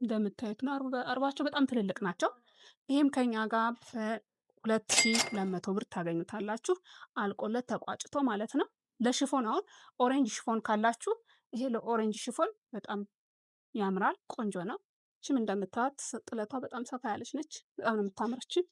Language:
Amharic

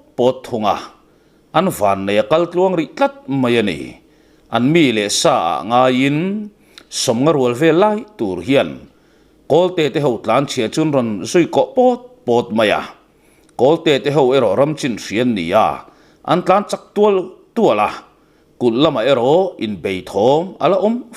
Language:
Mizo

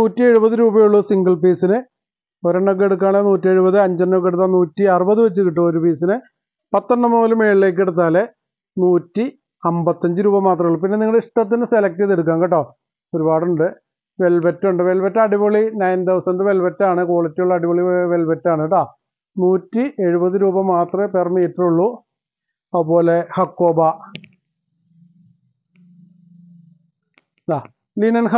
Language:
Malayalam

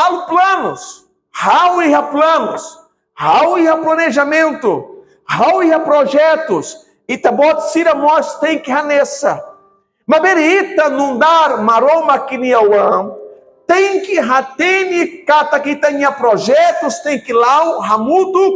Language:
Tetum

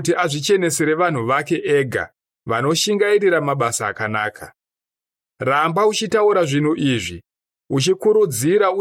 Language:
Shona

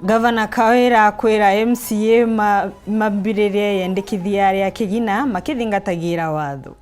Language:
Meru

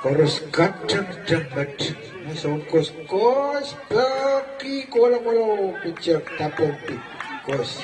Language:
Pohnpeian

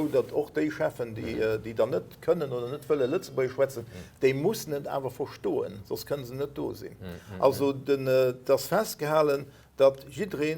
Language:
Luxembourgish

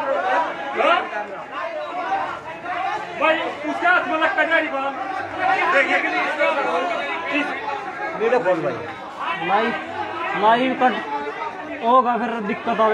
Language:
Hindi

